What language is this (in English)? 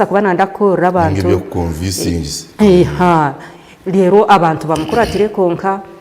Nyankole